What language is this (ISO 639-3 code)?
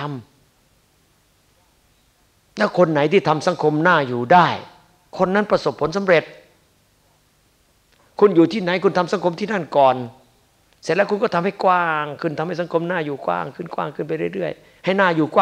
tha